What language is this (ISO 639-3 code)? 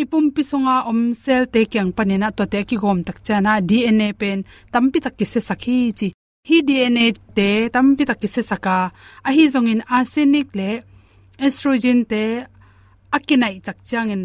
ctd